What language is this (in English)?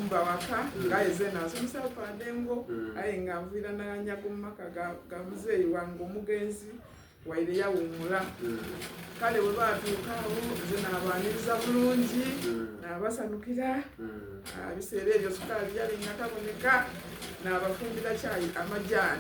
Soga